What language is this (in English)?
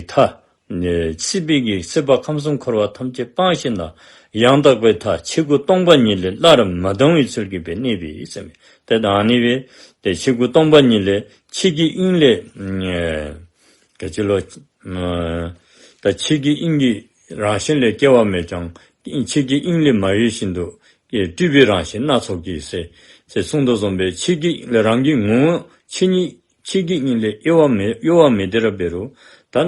Dzongkha